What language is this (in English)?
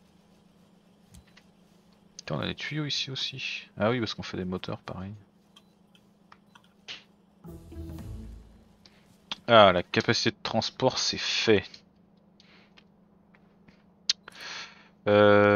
French